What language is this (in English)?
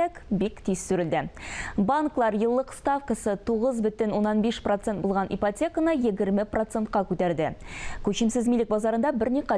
Tatar